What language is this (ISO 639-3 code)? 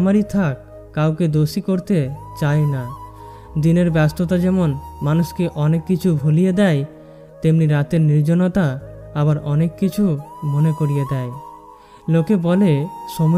ben